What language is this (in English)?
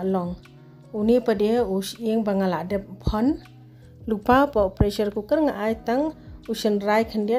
Khasi